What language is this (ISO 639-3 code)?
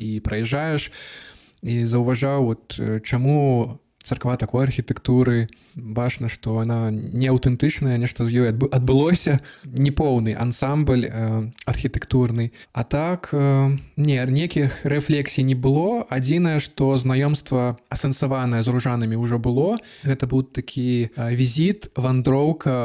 bel